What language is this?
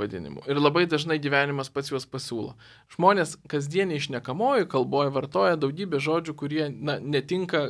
Lithuanian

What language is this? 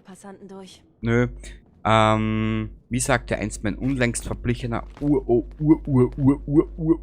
Bavarian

